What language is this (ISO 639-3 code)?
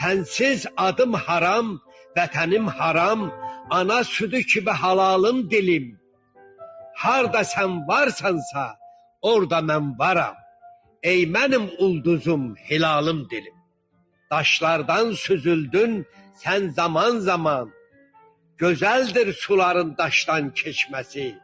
azb